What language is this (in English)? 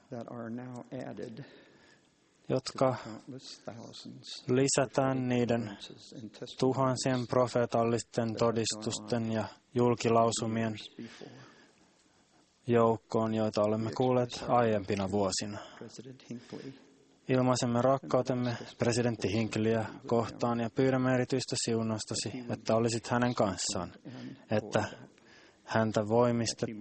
Finnish